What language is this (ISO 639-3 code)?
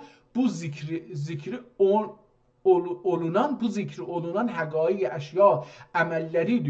azb